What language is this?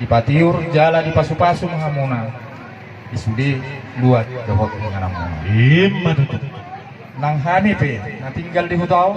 Batak Toba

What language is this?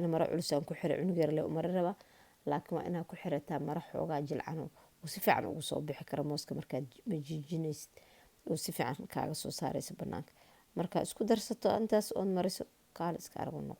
Somali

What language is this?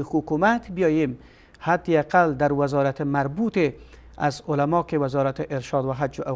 Persian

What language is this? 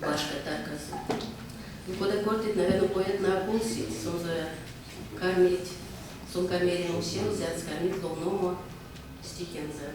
Erzya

